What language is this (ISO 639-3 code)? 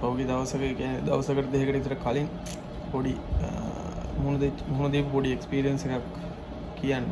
sin